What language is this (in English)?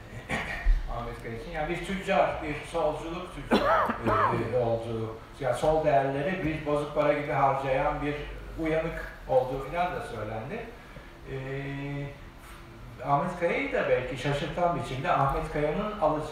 Turkish